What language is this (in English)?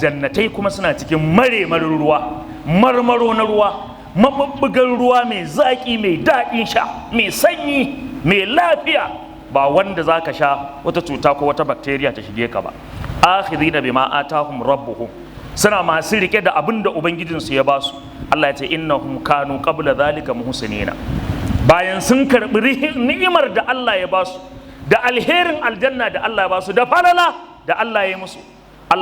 Hausa